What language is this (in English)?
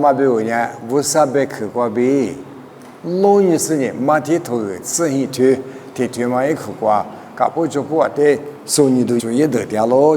Lisu